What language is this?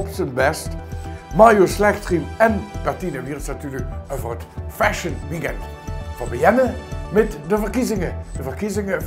Limburgish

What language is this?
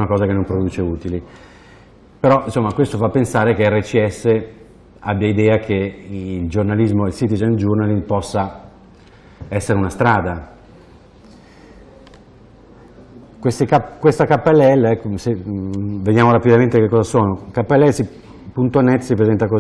Italian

